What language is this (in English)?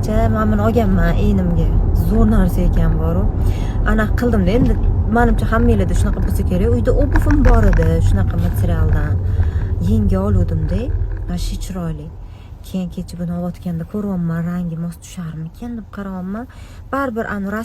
Uzbek